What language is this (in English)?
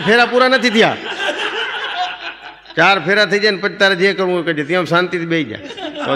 Gujarati